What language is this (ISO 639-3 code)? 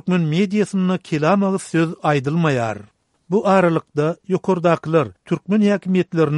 tuk